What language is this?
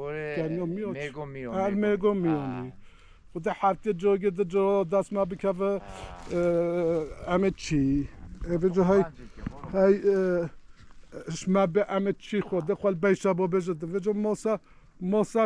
Kurdish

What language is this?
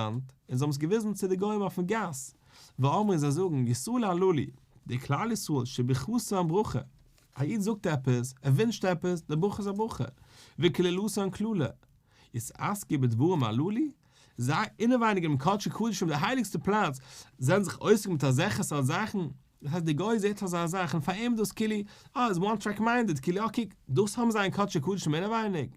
Yiddish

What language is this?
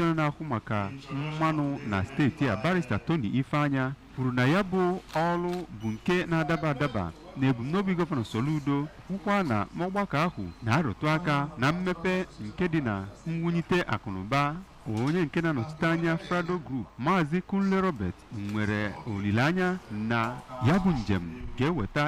Igbo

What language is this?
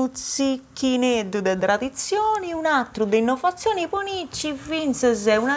Sardinian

